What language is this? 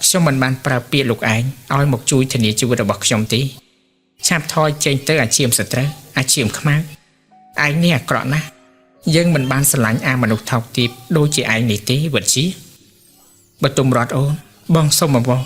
Khmer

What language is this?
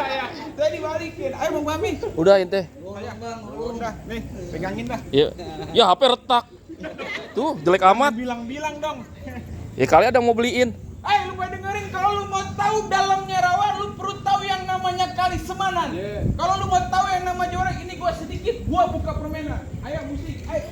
Betawi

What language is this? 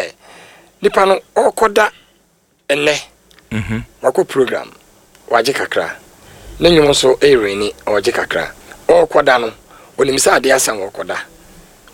Akan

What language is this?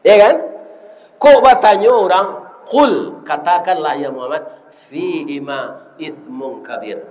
Minangkabau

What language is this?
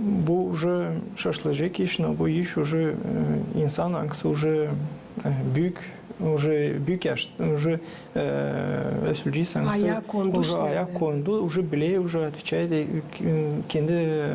Gagauz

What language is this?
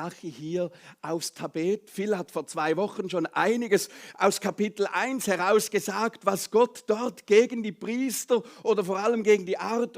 Swiss German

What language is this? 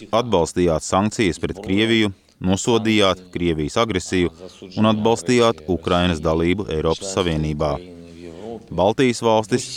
Latvian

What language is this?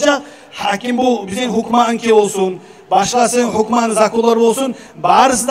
Kumyk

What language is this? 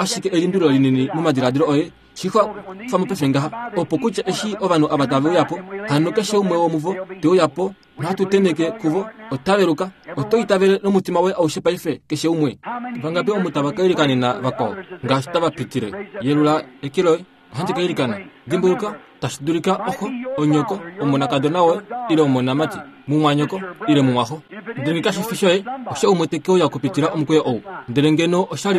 Kuanyama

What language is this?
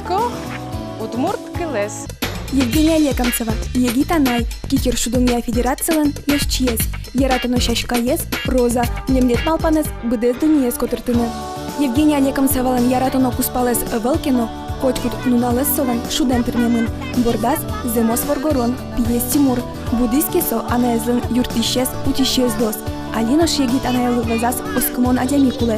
Udmurt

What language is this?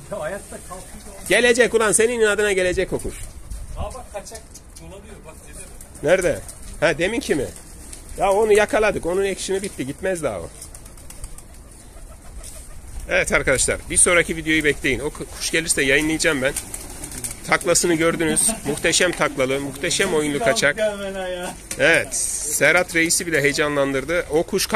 Turkish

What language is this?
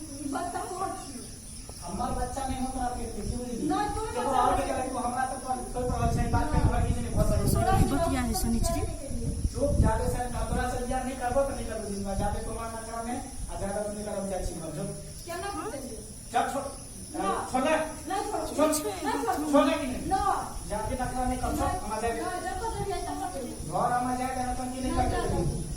Maithili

